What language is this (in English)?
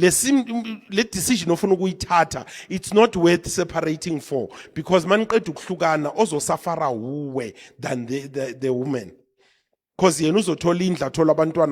Zulu